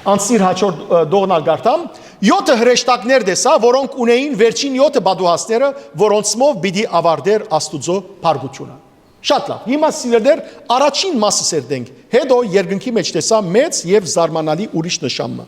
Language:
Western Armenian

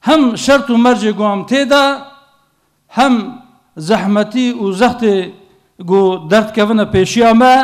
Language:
Kurdish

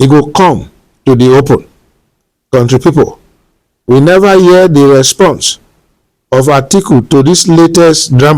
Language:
Nigerian Pidgin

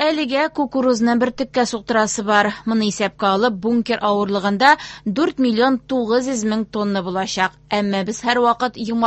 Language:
Tatar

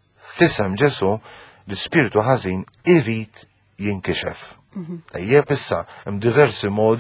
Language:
Maltese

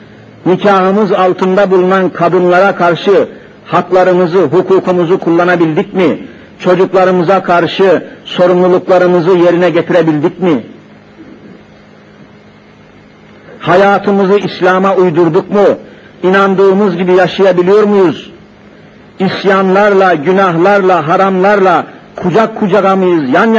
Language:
Turkish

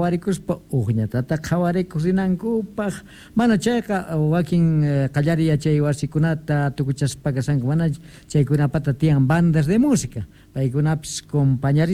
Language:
South Bolivian Quechua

